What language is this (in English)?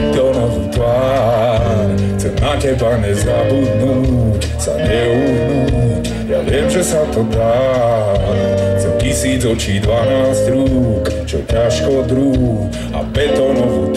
Slovak